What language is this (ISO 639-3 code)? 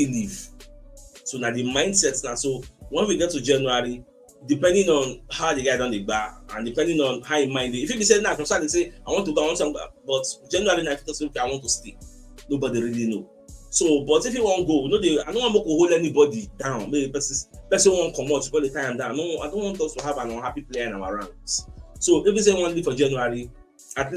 pcm